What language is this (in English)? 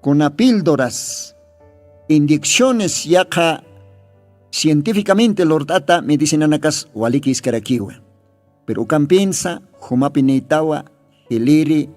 Aymara